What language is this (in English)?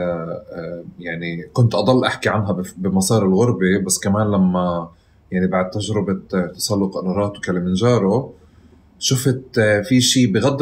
North Levantine Arabic